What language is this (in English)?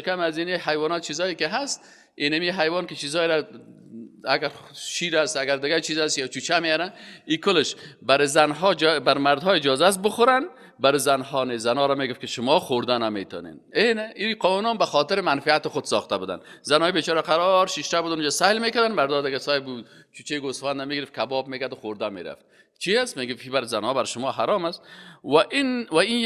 Persian